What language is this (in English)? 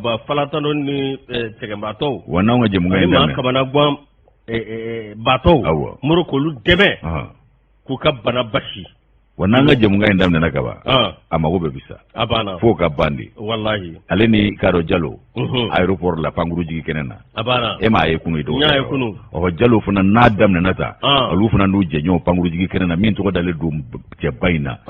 Bambara